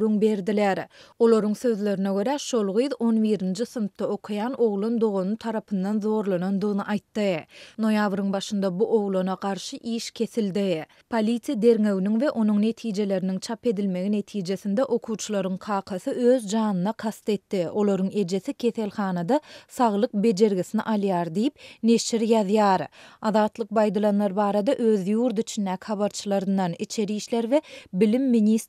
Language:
Turkmen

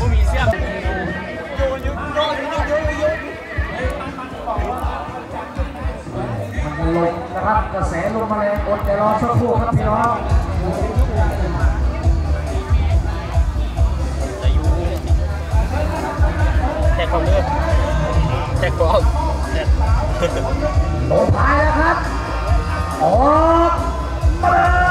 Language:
Thai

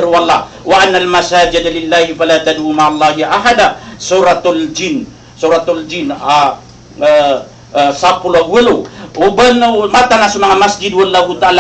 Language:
Maranao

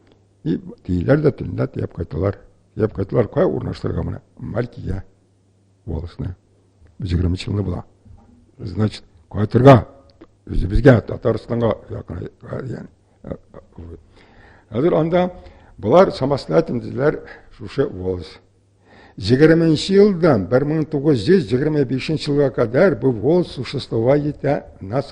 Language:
Tatar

